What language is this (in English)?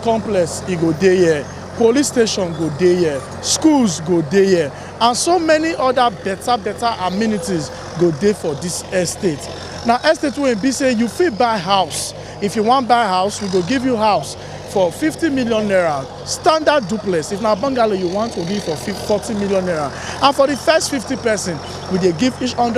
Nigerian Pidgin